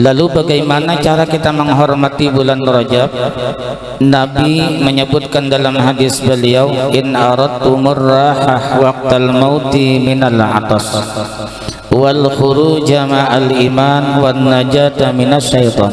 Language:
Banjar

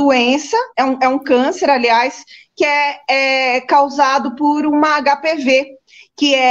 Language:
Portuguese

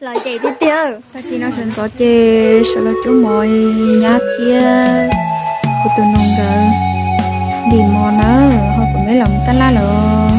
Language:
Hmong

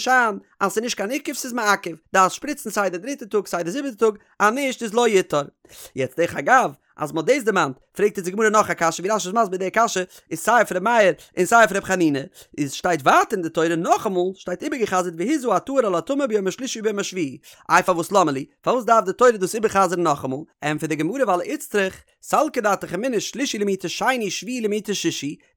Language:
Yiddish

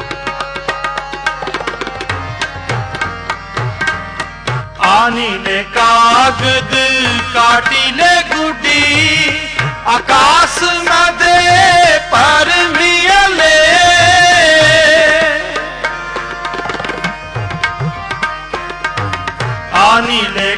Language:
Punjabi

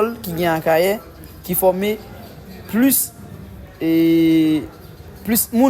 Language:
Haitian Creole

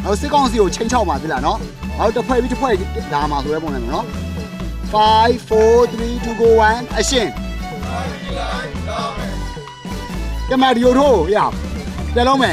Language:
Burmese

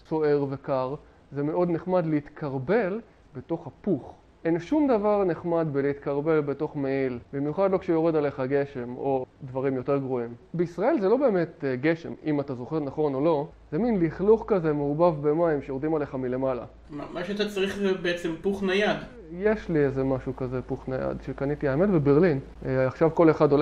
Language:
Hebrew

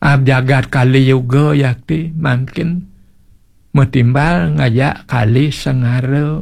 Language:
Balinese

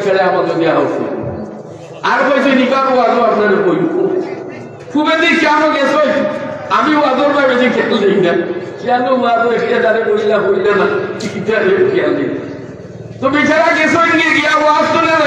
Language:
Sylheti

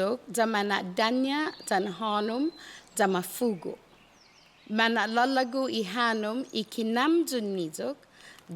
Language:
Chamorro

